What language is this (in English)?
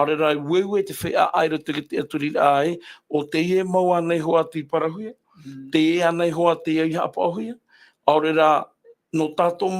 Tahitian